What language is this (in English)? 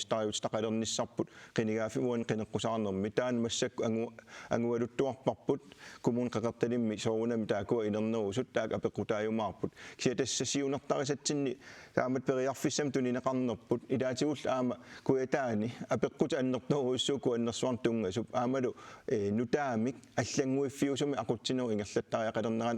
Kalaallisut